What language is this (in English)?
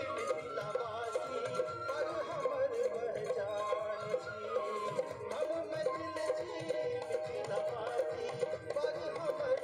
Maithili